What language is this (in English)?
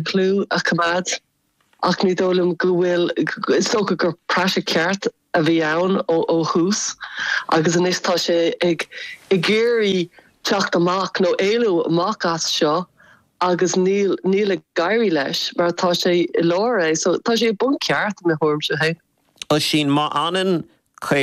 Irish